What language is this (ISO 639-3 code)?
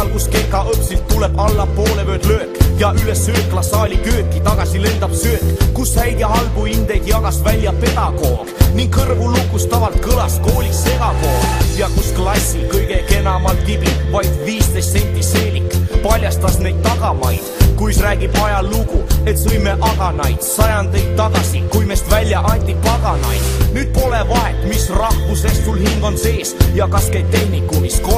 est